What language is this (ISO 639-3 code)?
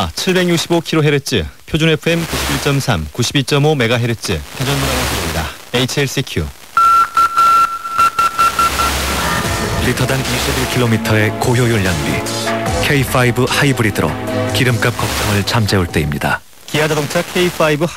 kor